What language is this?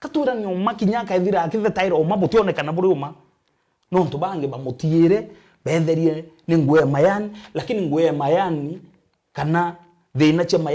Meru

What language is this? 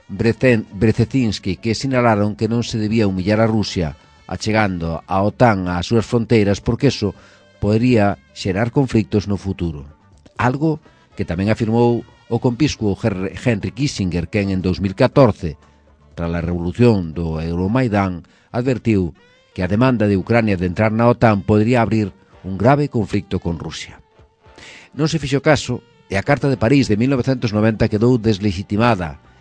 Galician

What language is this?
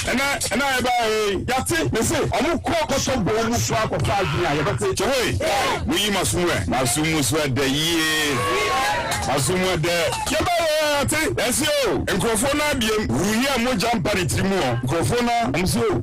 Akan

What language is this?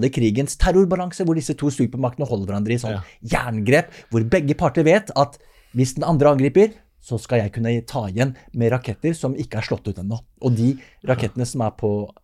Norwegian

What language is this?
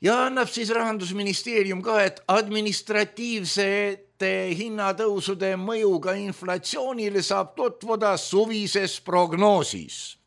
Estonian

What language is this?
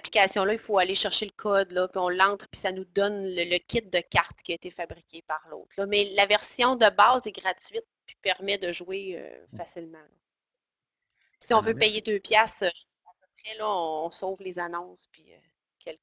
French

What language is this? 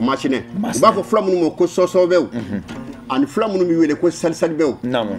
Bambara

